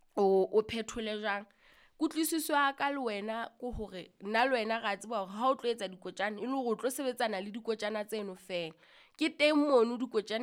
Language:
Southern Sotho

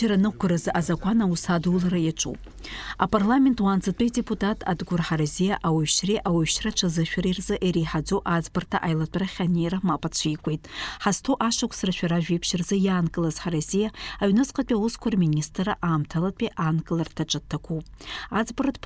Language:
Abkhazian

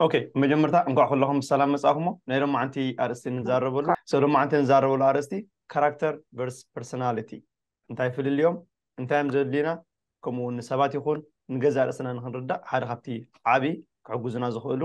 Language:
Tigrinya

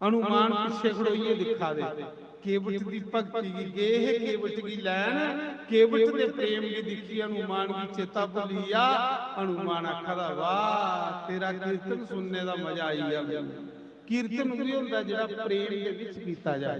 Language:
Dogri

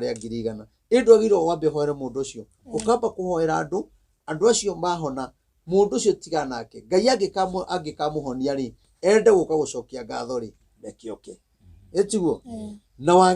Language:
Kikuyu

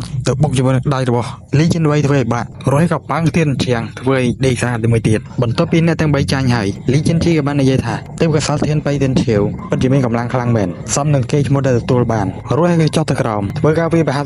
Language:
Khmer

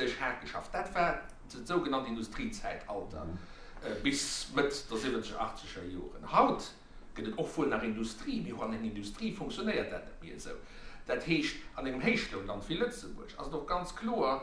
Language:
Luxembourgish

